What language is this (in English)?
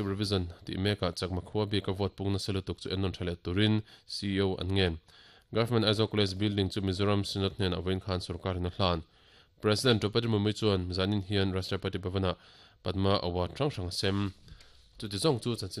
Mizo